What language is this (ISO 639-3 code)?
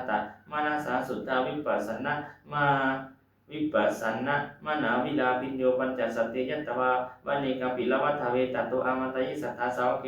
pli